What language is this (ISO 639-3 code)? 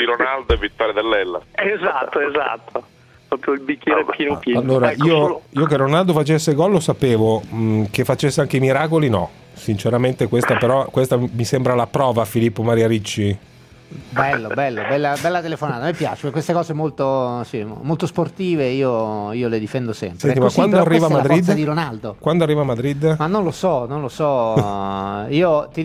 ita